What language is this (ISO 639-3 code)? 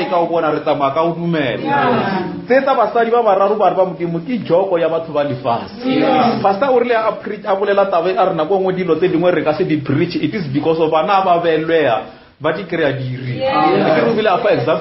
nso